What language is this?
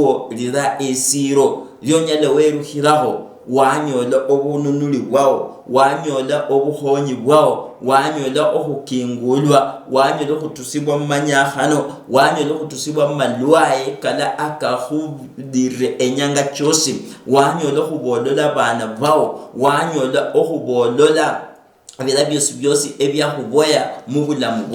Luyia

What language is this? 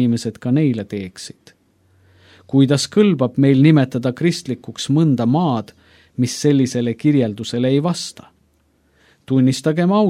Estonian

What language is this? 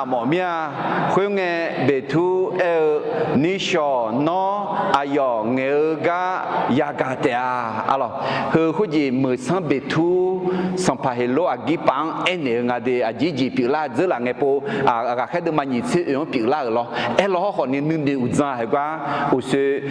Akha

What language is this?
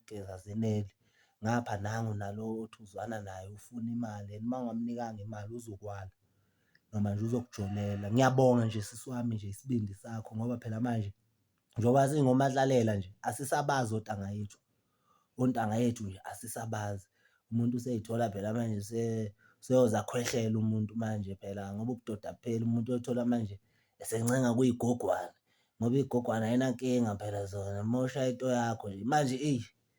Zulu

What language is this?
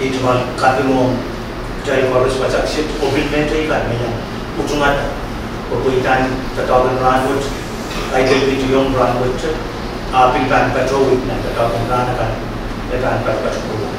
Pohnpeian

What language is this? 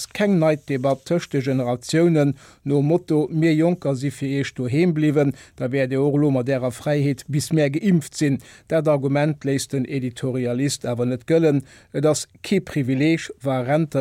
Luxembourgish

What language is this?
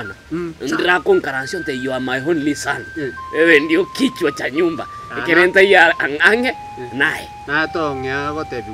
Gusii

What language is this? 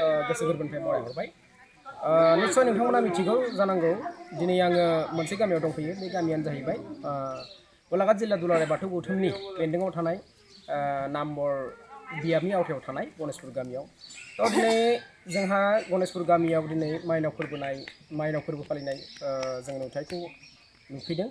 Bodo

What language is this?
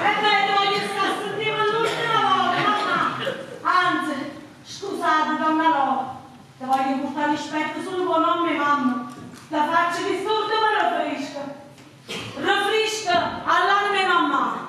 Neapolitan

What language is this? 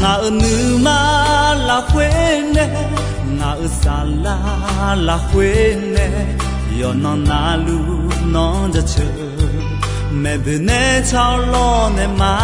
Akha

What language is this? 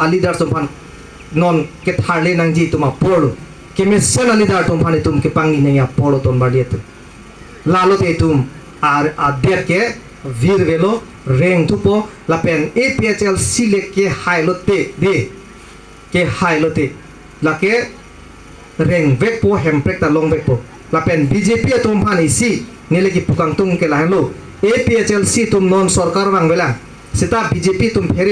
Karbi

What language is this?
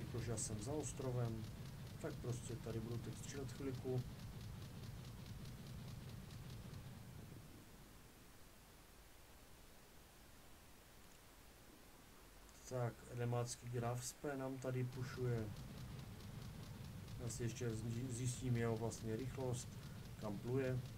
Czech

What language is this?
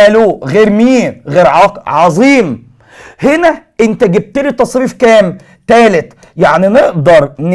Egyptian Arabic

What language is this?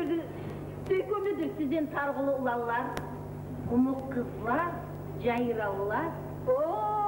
Kumyk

